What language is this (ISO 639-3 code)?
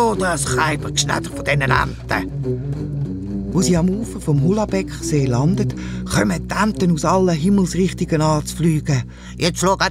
gsw